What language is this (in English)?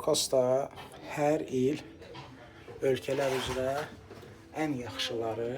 Azerbaijani